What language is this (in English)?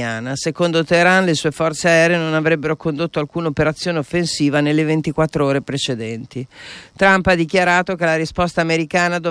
Italian